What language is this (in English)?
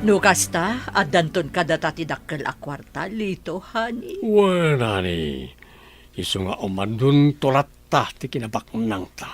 Iloko